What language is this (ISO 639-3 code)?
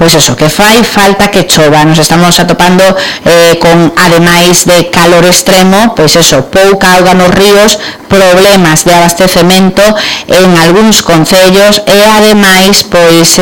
glg